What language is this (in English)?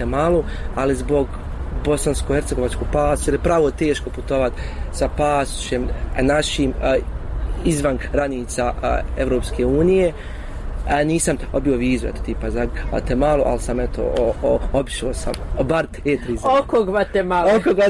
Bosnian